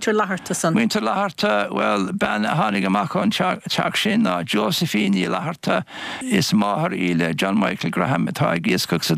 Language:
Irish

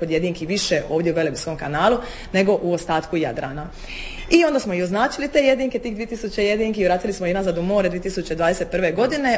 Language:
Croatian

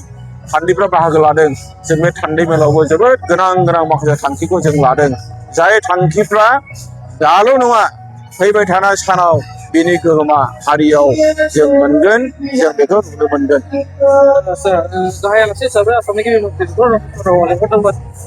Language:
Bodo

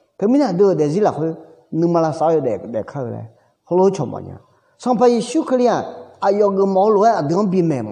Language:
Akha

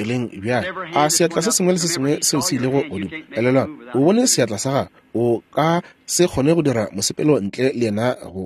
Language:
Northern Sotho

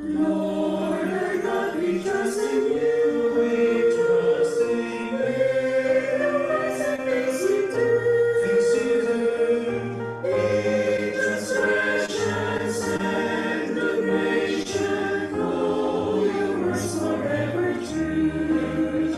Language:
Ewe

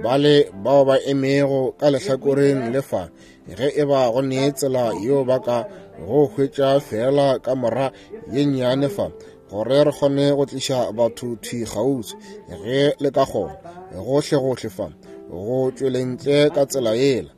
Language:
Northern Sotho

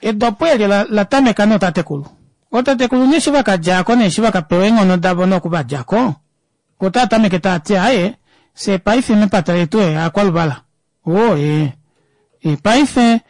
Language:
Kuanyama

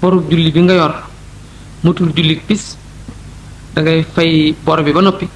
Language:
Wolof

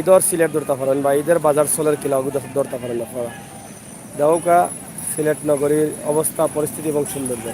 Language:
Sylheti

